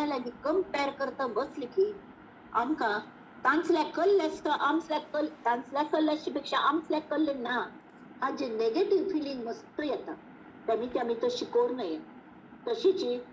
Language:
Konkani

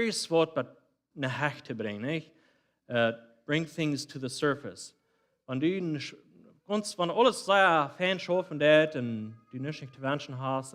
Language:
Plautdietsch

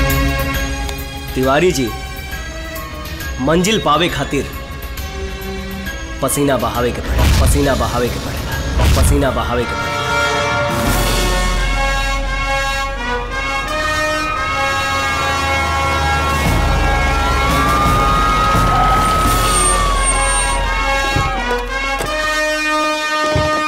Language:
Bhojpuri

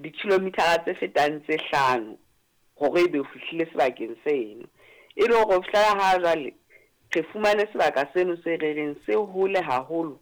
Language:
Southern Sotho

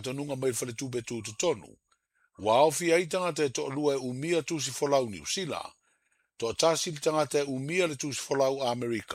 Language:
Samoan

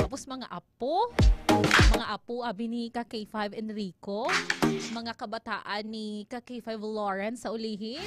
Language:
Hiligaynon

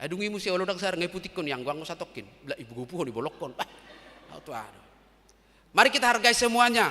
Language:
Batak Toba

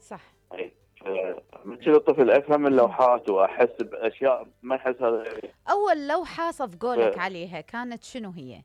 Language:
Mesopotamian Arabic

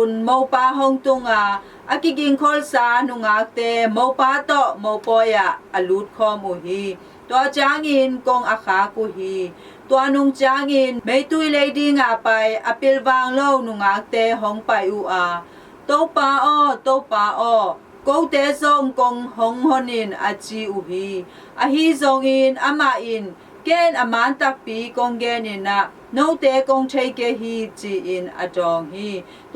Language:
Tedim Chin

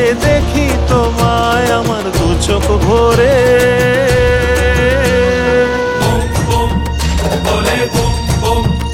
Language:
Bangla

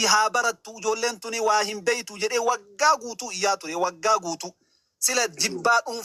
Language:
Oromo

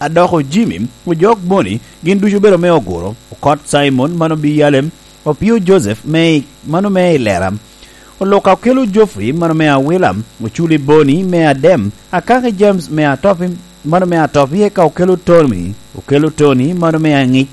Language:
Lango (Uganda)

